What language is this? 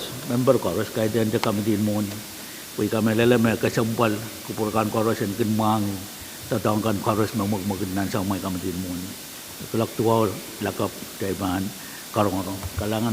Pohnpeian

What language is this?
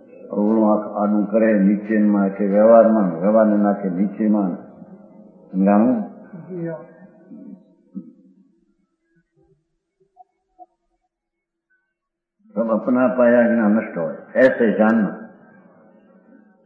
Gujarati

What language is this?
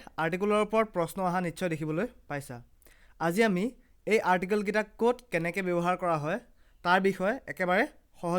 Assamese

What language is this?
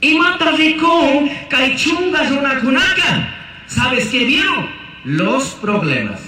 Chimborazo Highland Quichua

